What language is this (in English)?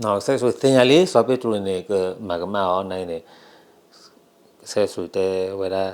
S'gaw Karen